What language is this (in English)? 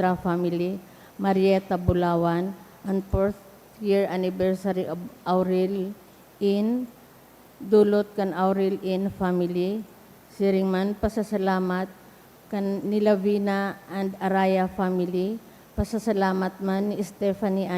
Bikol